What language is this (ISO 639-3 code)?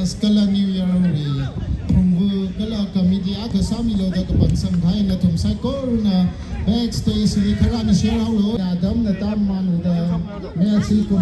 nmf